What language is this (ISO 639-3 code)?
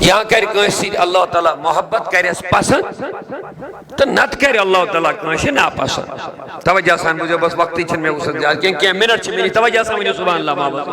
kas